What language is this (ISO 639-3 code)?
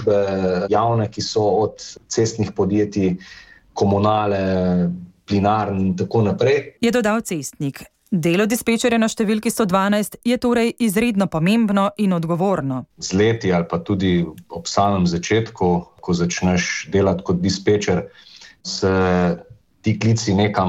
slv